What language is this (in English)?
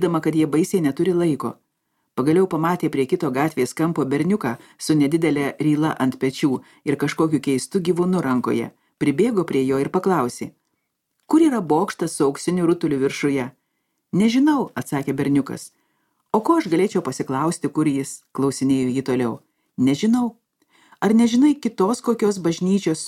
Lithuanian